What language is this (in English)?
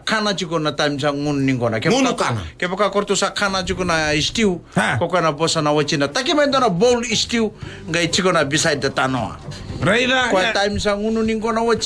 Fijian